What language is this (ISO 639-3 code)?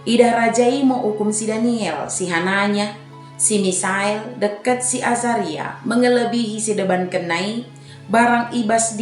btd